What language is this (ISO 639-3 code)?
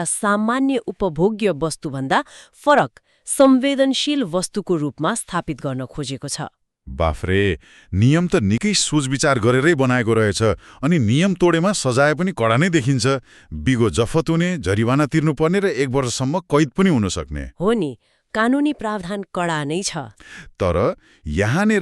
nep